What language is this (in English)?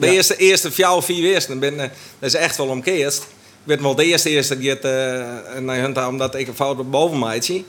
Western Frisian